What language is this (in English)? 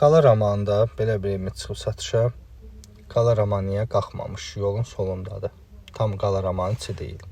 Azerbaijani